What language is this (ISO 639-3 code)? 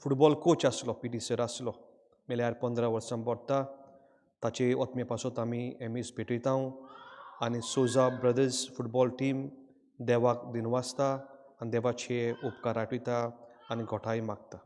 kok